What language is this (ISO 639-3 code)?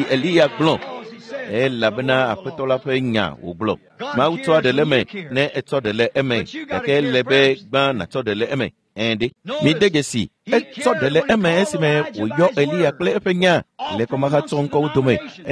ewe